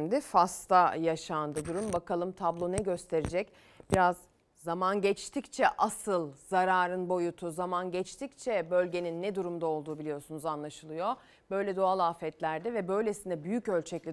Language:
Turkish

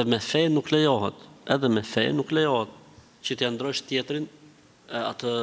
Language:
Albanian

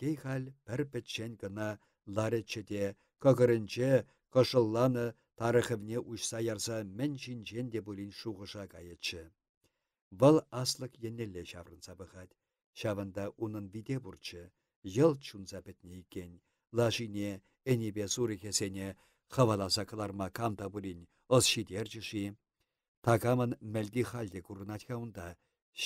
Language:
Chuvash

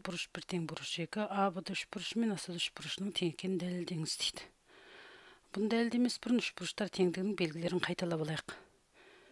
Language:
Kazakh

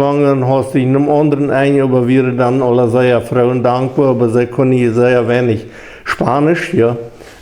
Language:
Plautdietsch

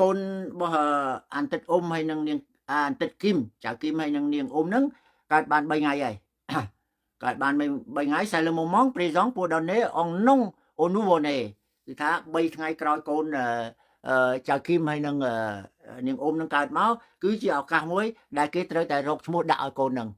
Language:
Khmer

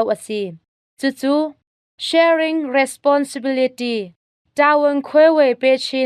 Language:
Hakha Chin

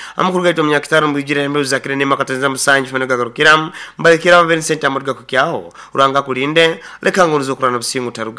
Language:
Nyoro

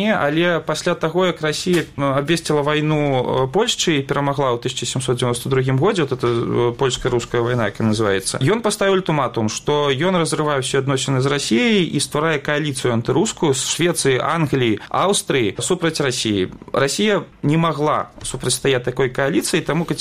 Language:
Belarusian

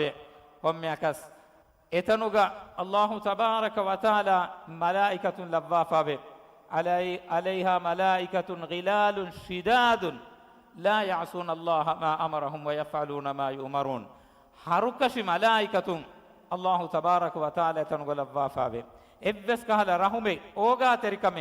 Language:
Divehi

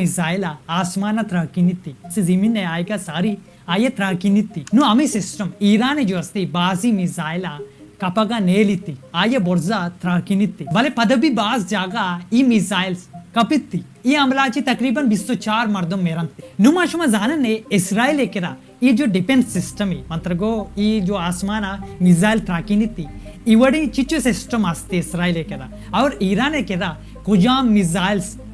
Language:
Baluchi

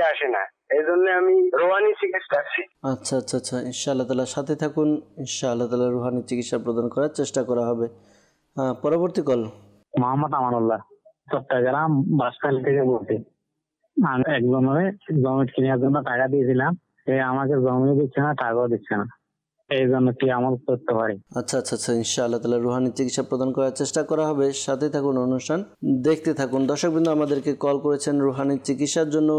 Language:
Bangla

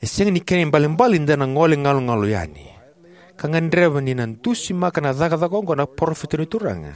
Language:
Fijian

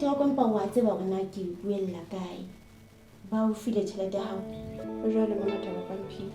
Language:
Southern Sotho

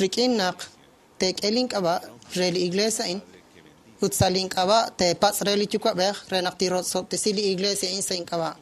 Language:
Kekchí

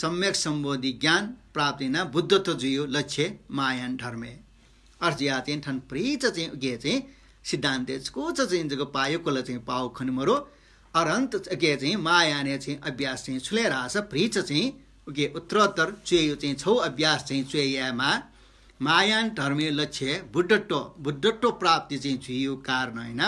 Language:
Newari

